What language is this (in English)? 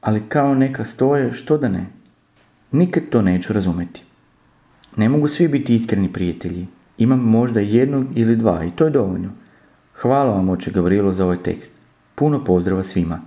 Serbian